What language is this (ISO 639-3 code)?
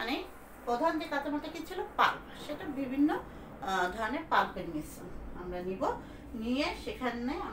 ben